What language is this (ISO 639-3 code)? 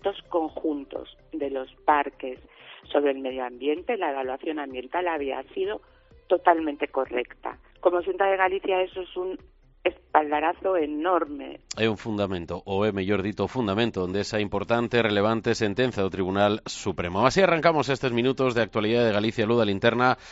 glg